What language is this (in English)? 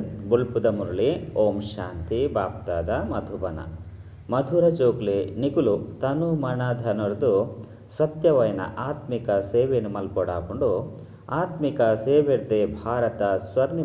Tulu